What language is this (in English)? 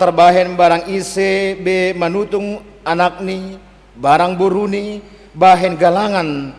Batak Simalungun